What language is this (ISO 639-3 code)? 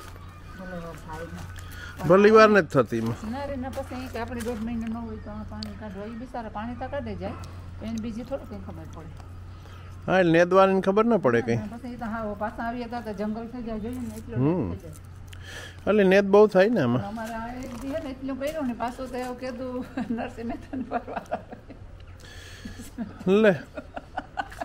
guj